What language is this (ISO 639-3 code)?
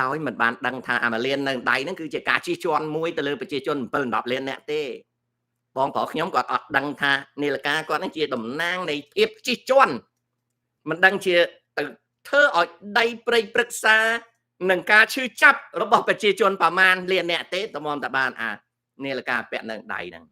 khm